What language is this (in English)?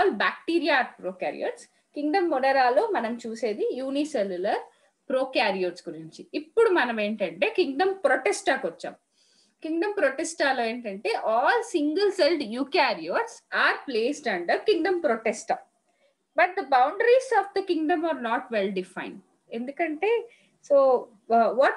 Telugu